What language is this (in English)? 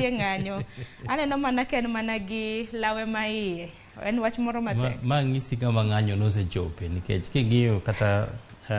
Luo (Kenya and Tanzania)